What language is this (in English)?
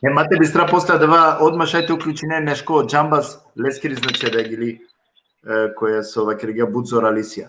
Balkan Romani